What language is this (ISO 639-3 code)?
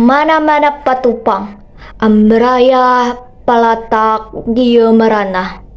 sun